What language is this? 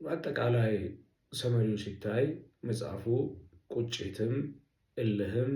Amharic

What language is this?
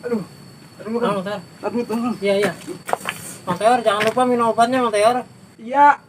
Betawi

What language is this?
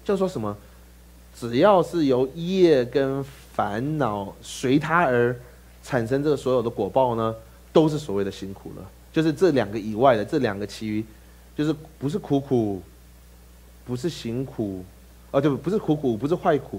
Chinese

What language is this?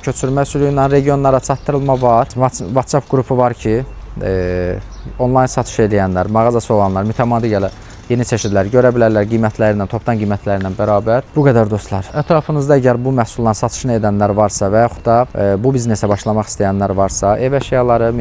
Azerbaijani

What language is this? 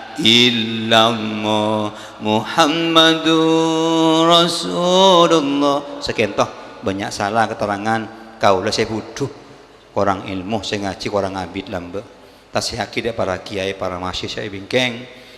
Madurese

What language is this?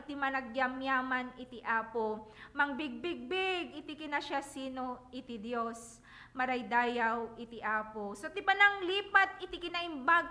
Iloko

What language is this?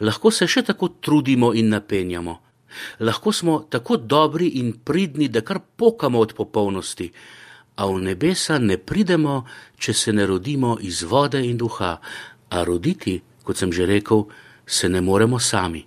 Slovenian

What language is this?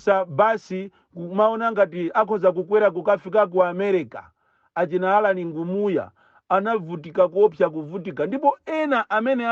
Nyanja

